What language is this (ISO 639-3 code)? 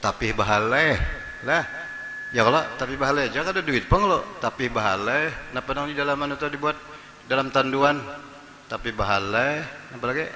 bjn